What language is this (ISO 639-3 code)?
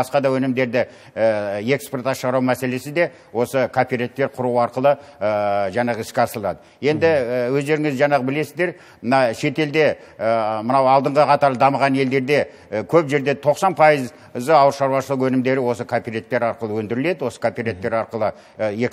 kaz